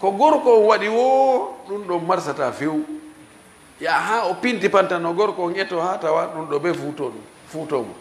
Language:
Fula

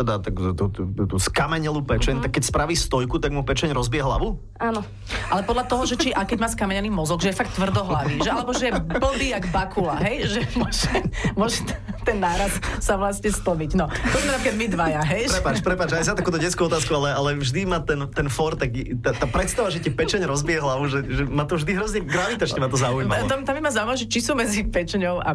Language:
Slovak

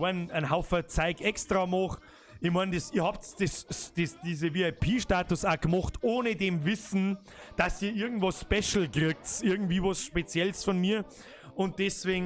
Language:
Bavarian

